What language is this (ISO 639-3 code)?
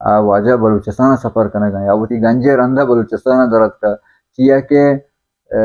bal